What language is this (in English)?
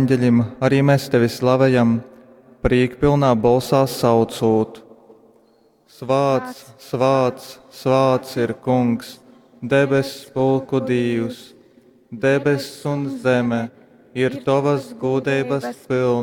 Latgalian